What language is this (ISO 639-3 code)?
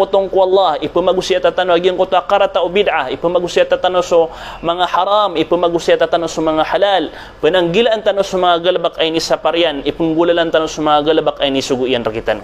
mrw